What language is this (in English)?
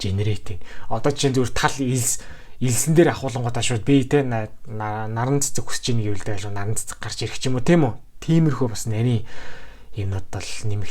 Mongolian